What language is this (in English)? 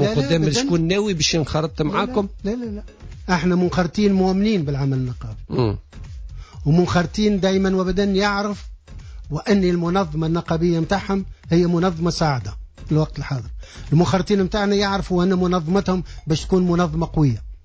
Tunisian Arabic